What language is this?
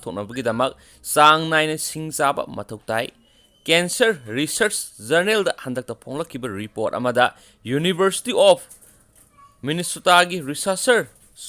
Manipuri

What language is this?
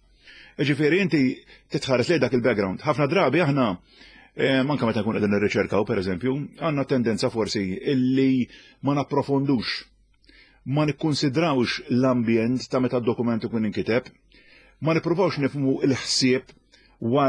Maltese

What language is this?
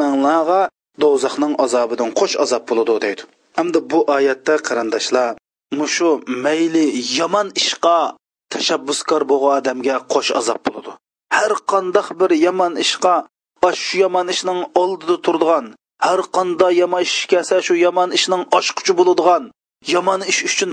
Uyghur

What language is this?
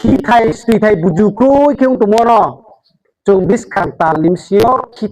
Riang (India)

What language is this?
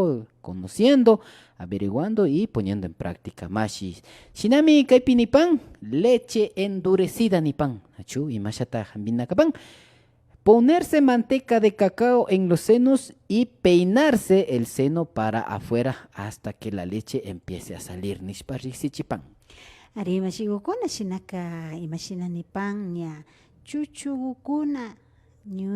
Imbabura Highland Quichua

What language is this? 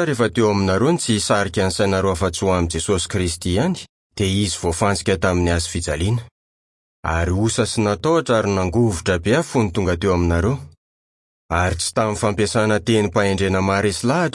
Malagasy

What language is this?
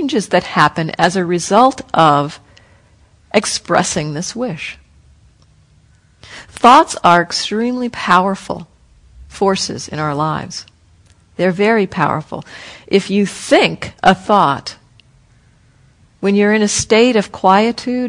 English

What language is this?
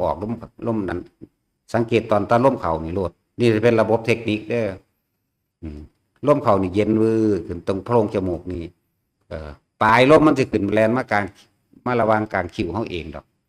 Northeastern Thai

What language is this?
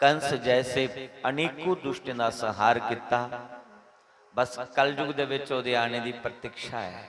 Dogri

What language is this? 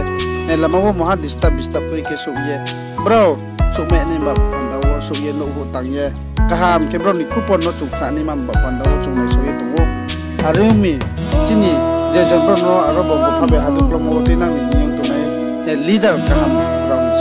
Riang (India)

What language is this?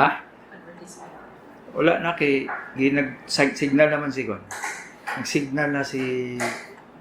Cebuano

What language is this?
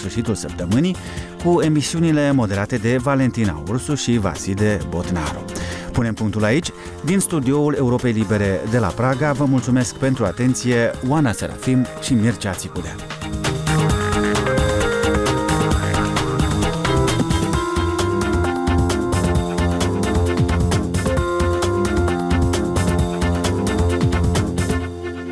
Romanian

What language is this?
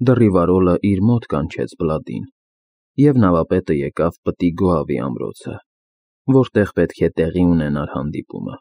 Armenian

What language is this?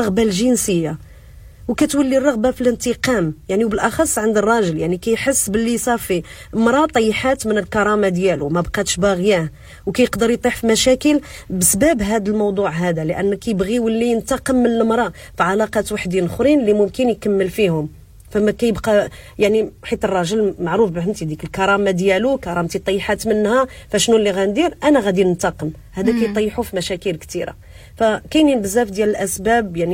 Moroccan Arabic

